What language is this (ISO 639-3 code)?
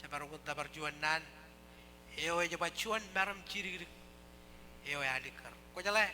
mah